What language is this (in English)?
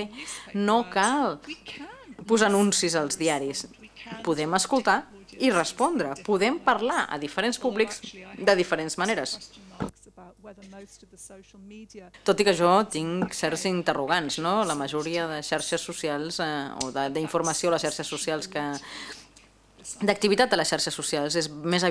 Catalan